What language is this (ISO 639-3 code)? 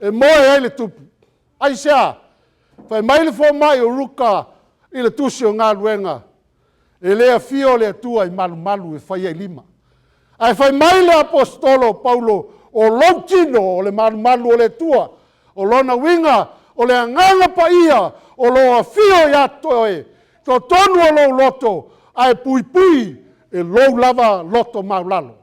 smo